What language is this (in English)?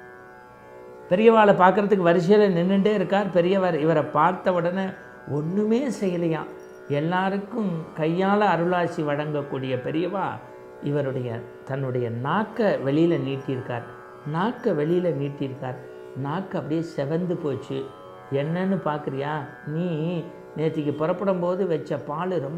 Tamil